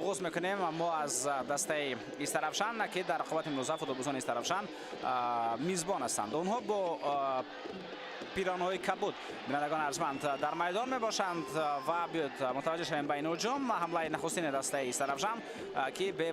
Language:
Tajik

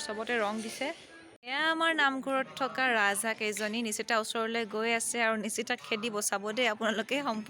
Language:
Assamese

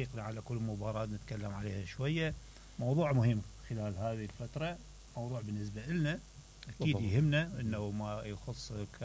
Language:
Mesopotamian Arabic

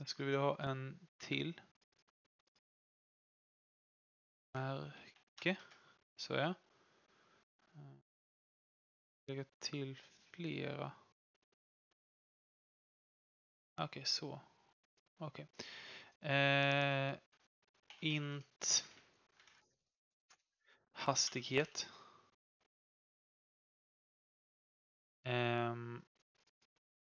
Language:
Swedish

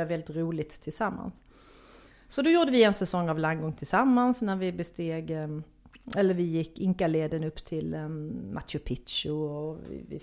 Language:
Swedish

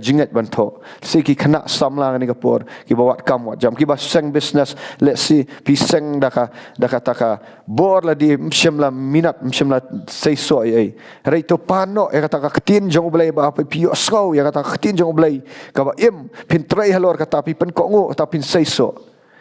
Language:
Khasi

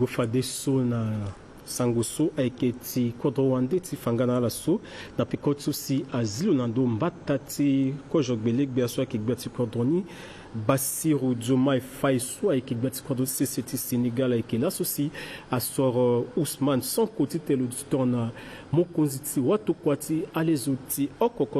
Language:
Sango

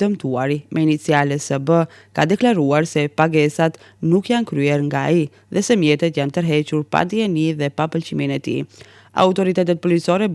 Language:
Albanian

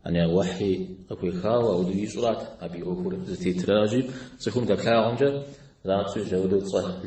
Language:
Kabardian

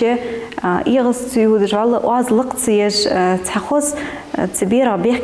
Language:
Ingush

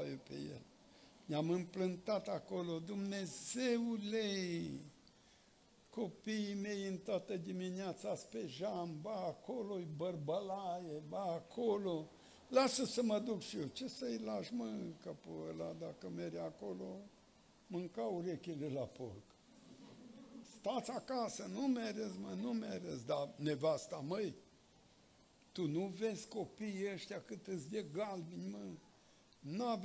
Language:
Romanian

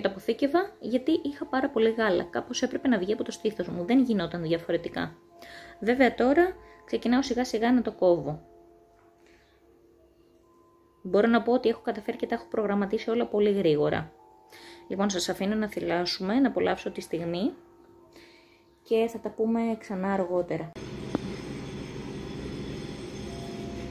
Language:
Greek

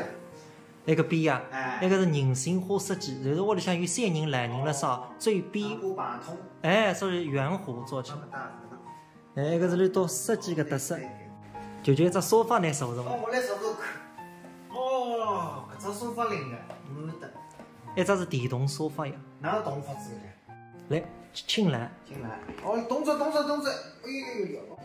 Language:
Wu Chinese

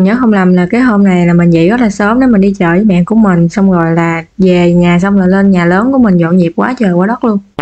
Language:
Vietnamese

